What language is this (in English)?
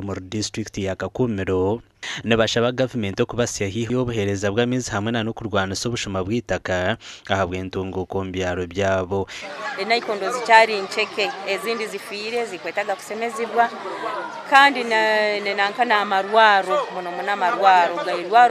Nyankole